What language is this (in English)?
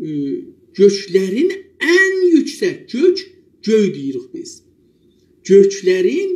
South Azerbaijani